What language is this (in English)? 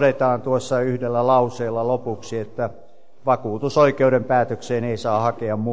Finnish